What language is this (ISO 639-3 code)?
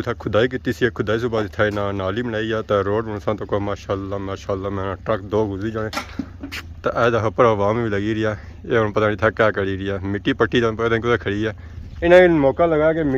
phr